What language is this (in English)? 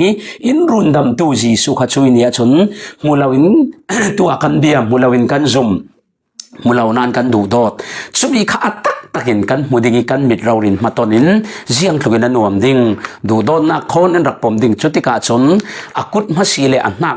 Falam Chin